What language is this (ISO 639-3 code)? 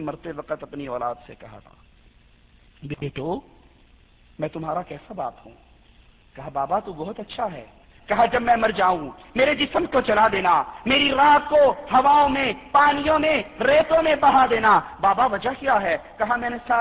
urd